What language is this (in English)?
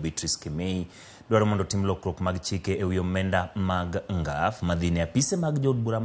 Luo (Kenya and Tanzania)